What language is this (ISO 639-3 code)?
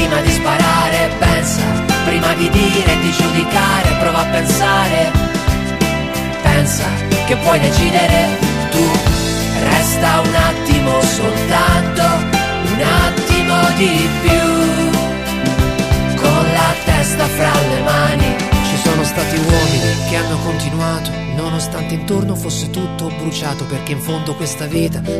ita